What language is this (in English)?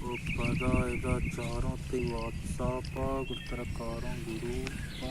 Baluchi